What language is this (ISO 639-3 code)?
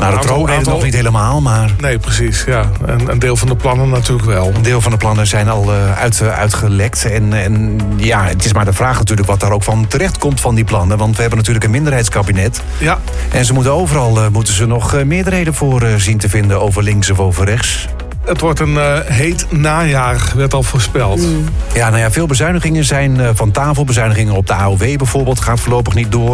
nld